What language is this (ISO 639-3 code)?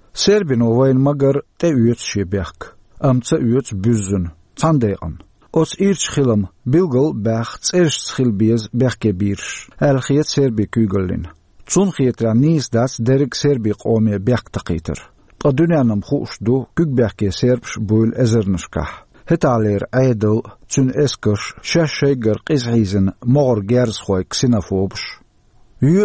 che